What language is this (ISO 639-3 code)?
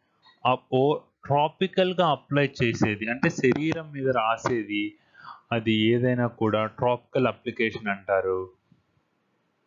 tel